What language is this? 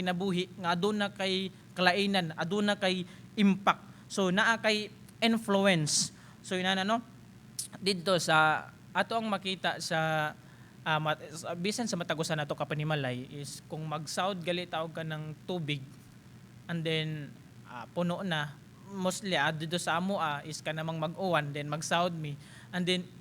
Cebuano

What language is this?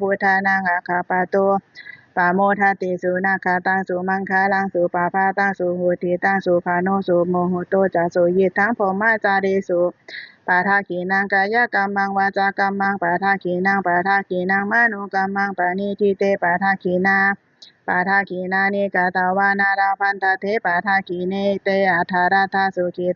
Pali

